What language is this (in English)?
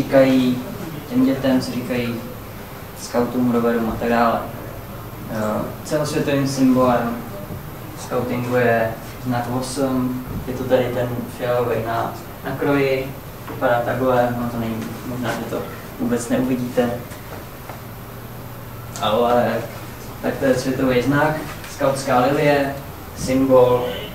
Czech